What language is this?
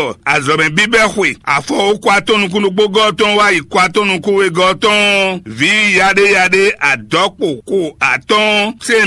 Fon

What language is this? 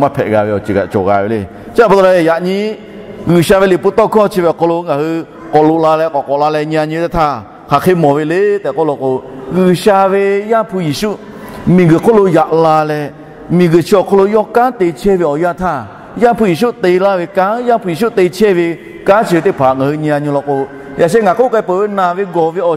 Lahu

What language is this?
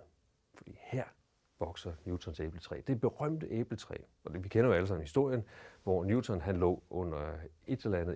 Danish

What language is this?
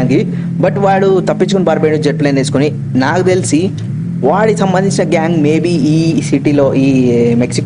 Telugu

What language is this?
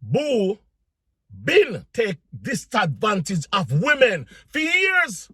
Jamaican Creole English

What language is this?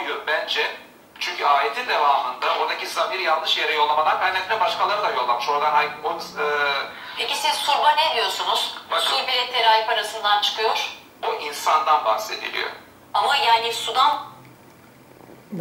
Turkish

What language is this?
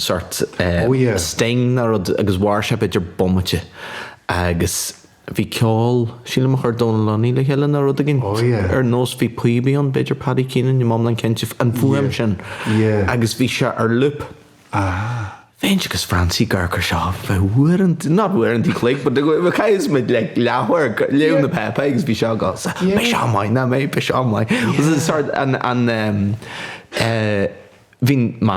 Irish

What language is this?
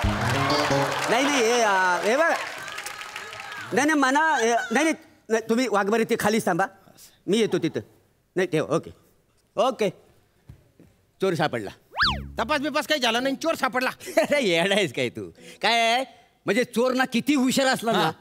Marathi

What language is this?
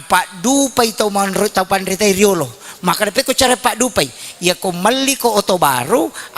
Buginese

